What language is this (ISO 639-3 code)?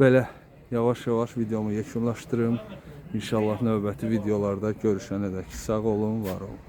aze